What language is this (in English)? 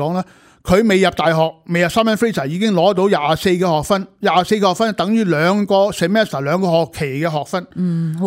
Cantonese